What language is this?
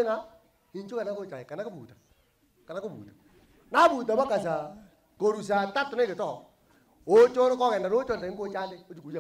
Gusii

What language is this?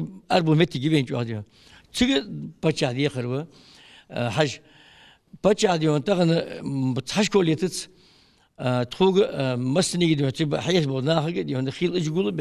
Ingush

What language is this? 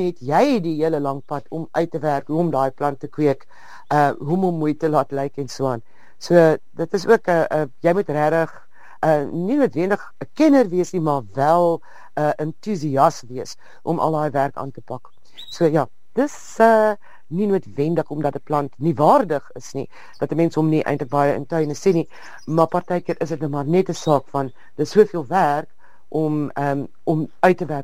Afrikaans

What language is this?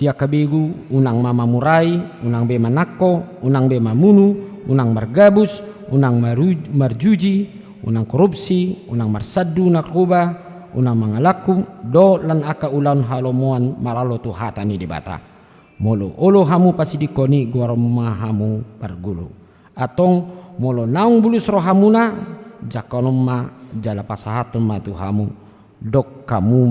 Batak Toba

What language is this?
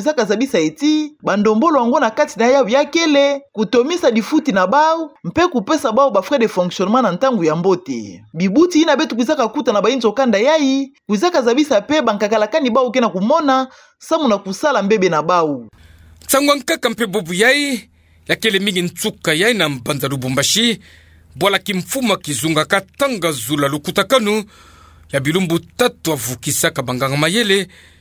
Kituba (Democratic Republic of Congo)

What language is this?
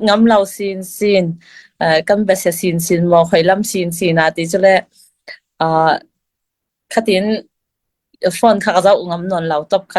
Falam Chin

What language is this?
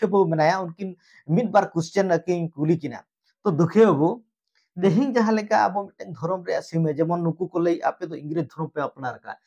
Santali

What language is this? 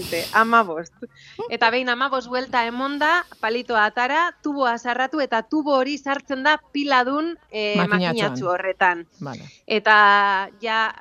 Basque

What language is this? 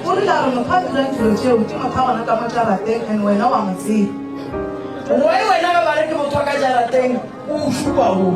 Northern Sotho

